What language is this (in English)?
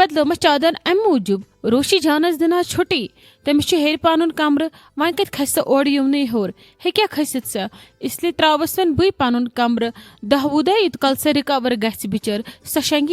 Kashmiri